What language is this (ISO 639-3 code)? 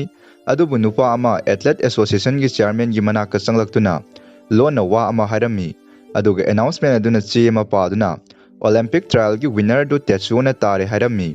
mni